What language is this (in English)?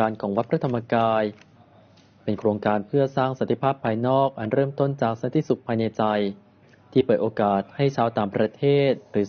Thai